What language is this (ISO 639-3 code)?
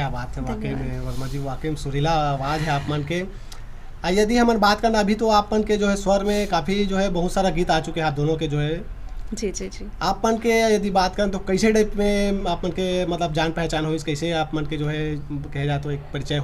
hne